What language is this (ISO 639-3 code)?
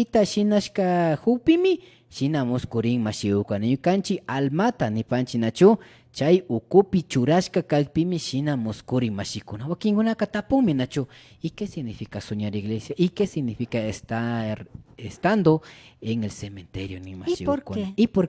qvi